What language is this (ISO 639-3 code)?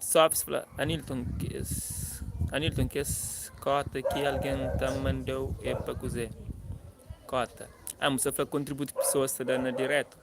kea